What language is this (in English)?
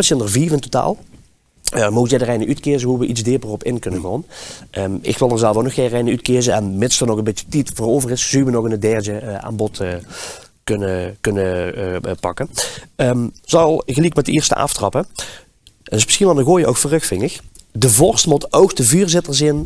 Limburgish